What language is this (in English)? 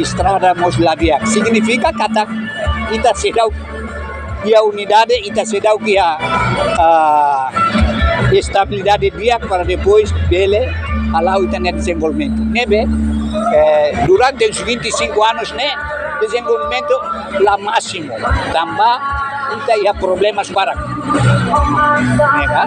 Tetum